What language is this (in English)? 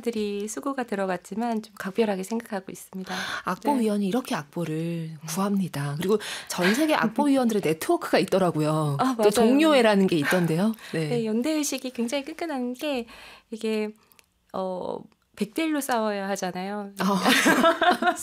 Korean